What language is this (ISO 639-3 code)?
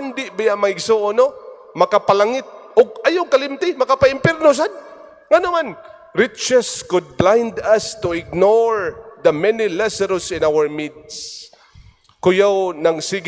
ceb